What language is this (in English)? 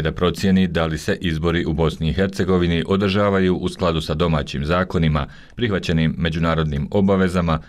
Bosnian